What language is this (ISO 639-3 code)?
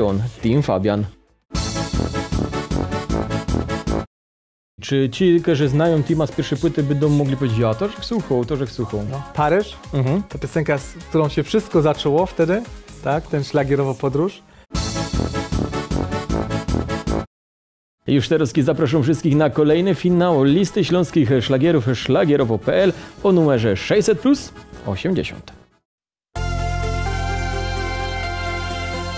pol